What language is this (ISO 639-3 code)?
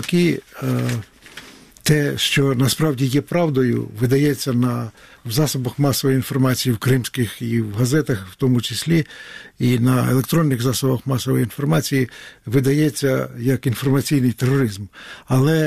ukr